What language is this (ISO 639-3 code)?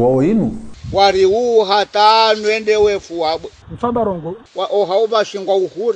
zdj